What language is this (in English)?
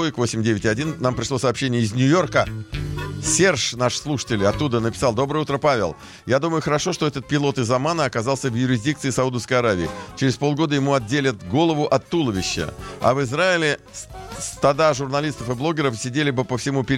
Russian